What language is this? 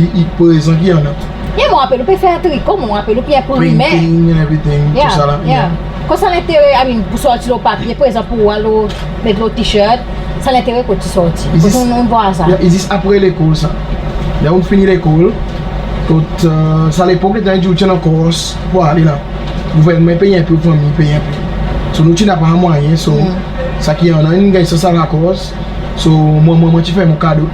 Seselwa Creole French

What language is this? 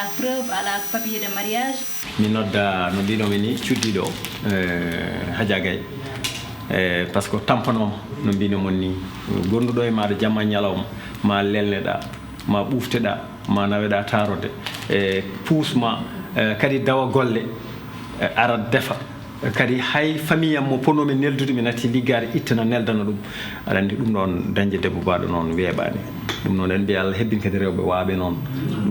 Fula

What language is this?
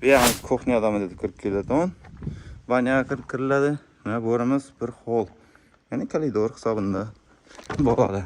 Uzbek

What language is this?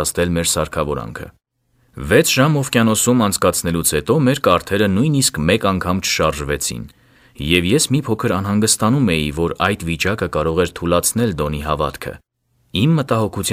Armenian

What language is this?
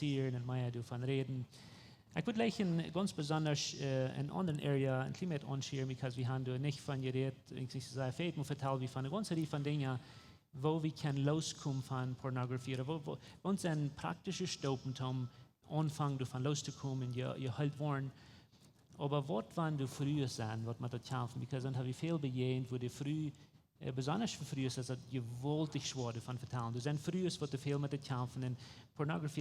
Plautdietsch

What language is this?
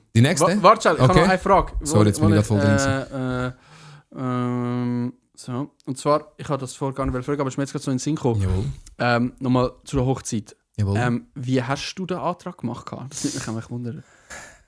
Swiss German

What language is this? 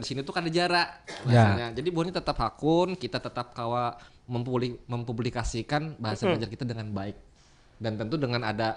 Banjar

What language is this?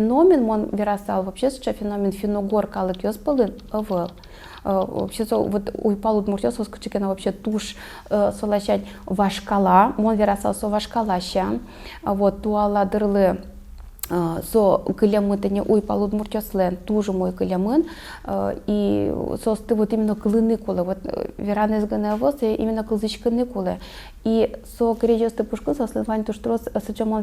Udmurt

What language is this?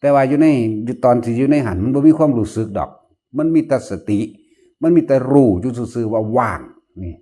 Northeastern Thai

